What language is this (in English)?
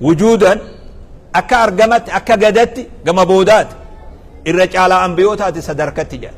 Oromo